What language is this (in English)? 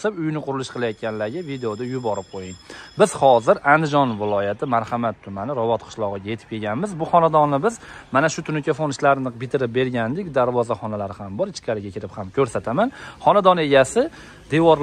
Uzbek